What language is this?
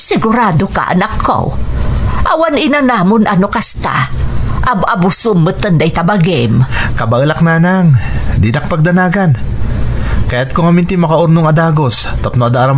Iloko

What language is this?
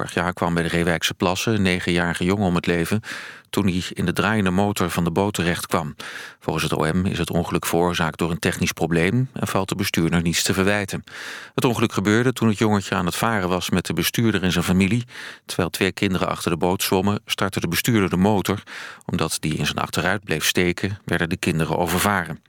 Dutch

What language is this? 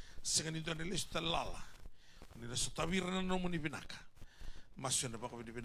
Fijian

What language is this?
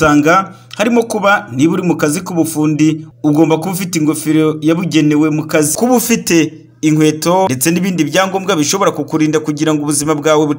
Kinyarwanda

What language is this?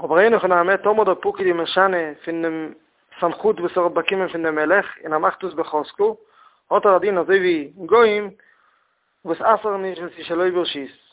Yiddish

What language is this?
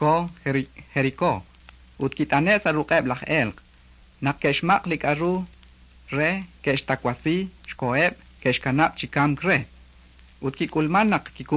Kekchí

